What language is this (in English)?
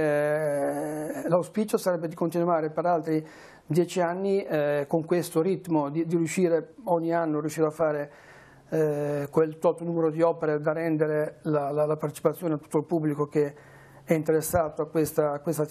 Italian